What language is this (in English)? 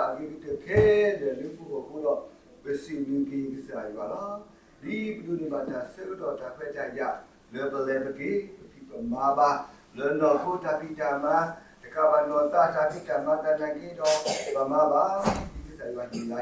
S'gaw Karen